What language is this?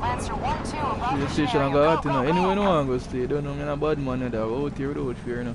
Jamaican Creole English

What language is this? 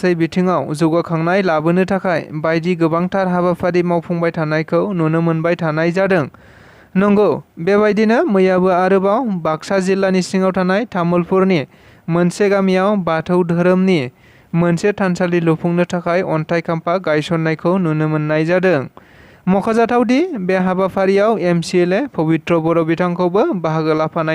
Bodo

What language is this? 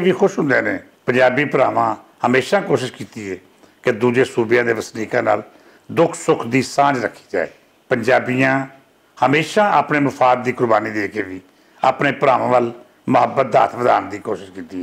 Western Panjabi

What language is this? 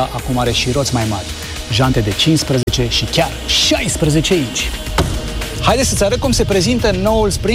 Romanian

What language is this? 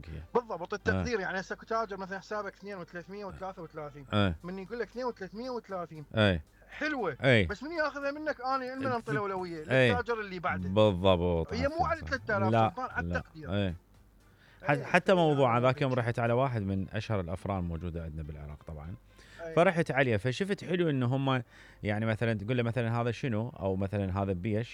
Mesopotamian Arabic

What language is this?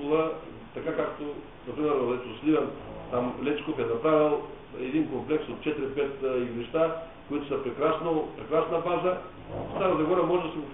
Bulgarian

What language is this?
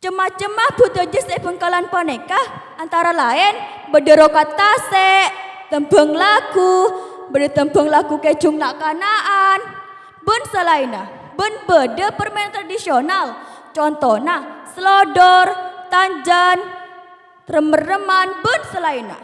Madurese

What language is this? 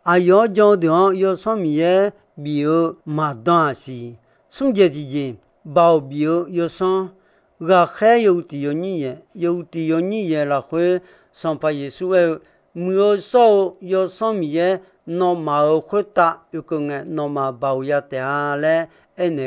Akha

